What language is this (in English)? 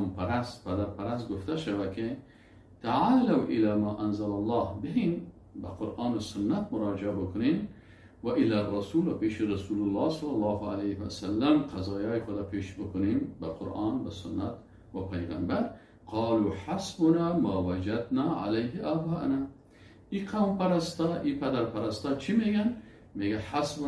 Persian